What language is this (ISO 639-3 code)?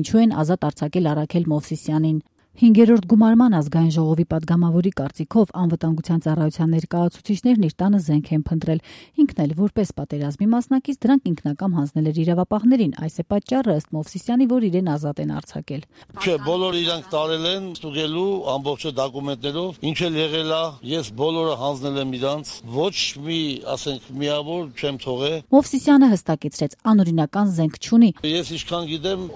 hye